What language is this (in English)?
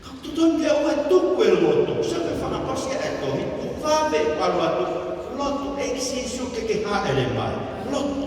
Tongan